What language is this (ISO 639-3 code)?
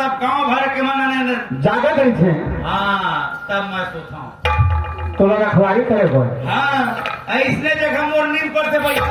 hne